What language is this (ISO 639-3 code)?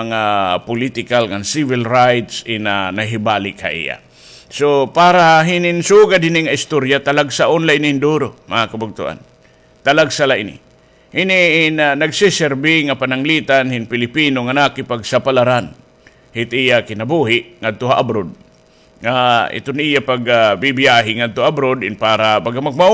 war